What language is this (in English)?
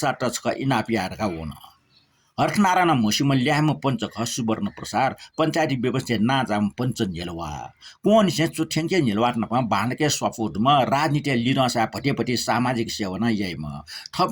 Newari